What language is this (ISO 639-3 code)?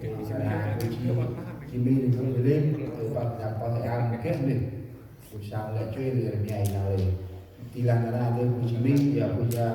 cmo